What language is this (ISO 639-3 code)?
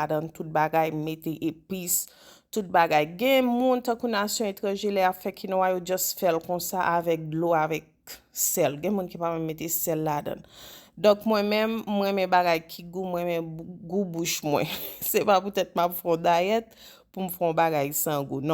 hat